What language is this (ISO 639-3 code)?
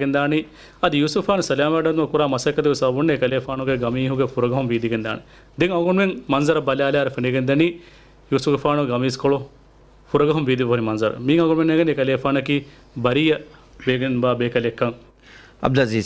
div